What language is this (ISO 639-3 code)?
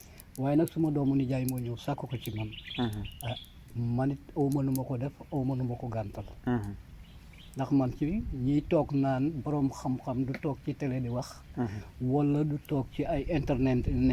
wol